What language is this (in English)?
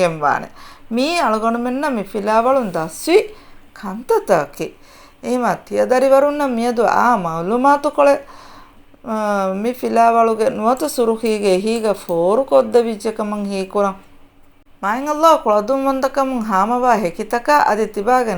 Divehi